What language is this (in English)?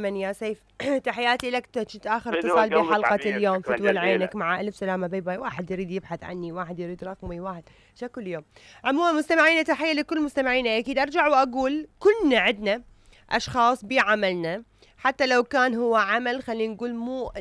Mesopotamian Arabic